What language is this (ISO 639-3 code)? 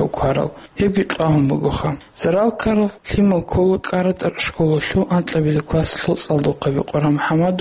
ava